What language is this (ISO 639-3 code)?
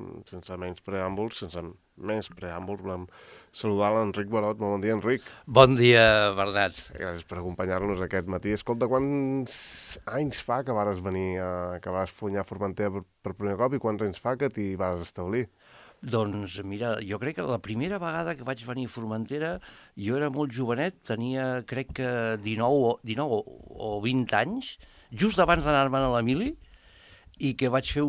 cat